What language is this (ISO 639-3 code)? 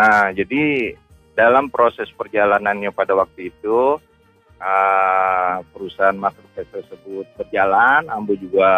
min